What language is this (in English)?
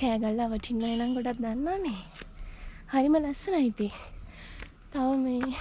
Sinhala